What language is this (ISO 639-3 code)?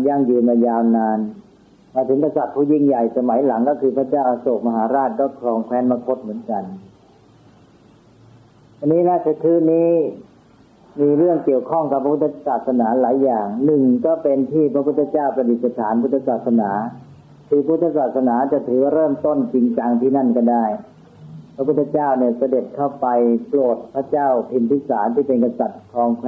tha